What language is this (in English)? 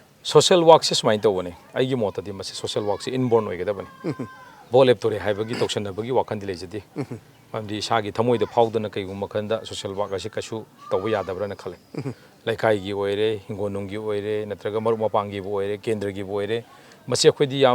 Manipuri